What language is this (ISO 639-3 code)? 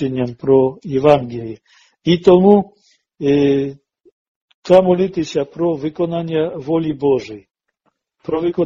ukr